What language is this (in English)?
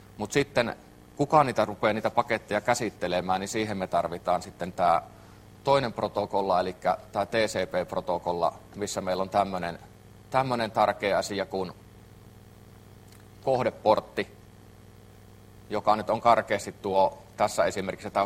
Finnish